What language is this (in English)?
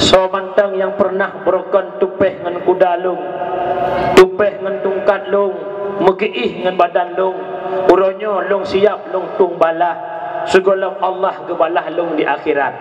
Achinese